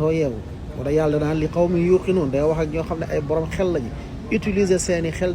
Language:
Wolof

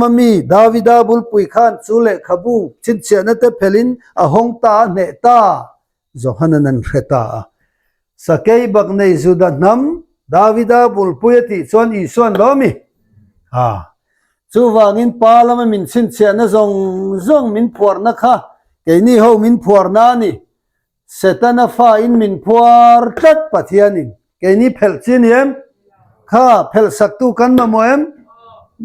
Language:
Mizo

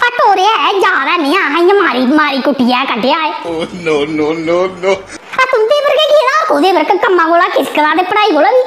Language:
Dogri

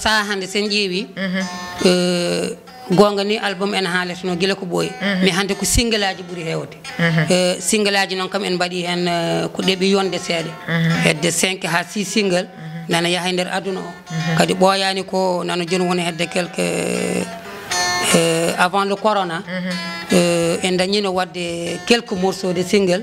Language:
Fula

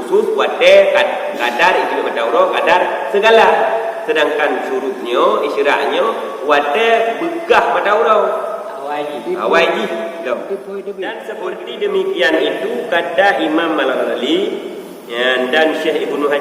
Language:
Achinese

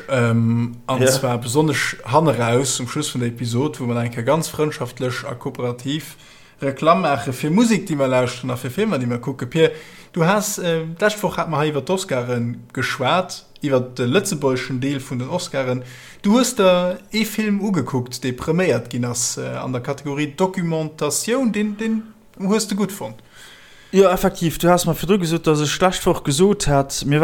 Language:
Luxembourgish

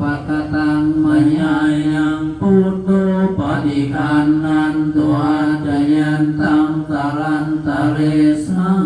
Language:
Pali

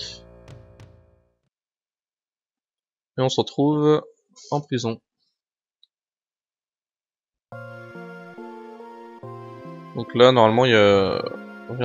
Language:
French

